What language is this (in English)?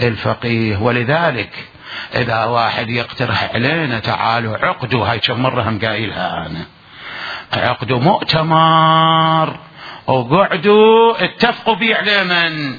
Mesopotamian Arabic